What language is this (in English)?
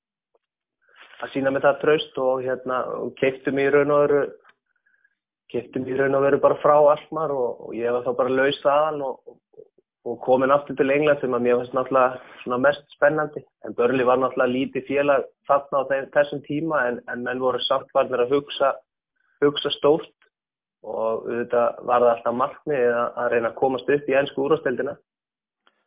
Icelandic